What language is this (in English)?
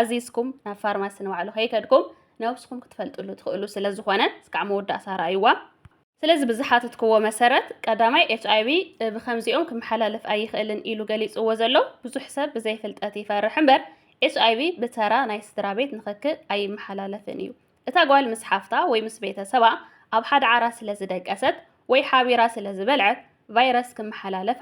Tigrinya